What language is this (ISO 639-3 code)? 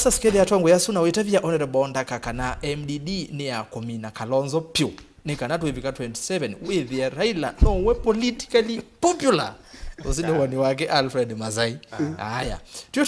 kam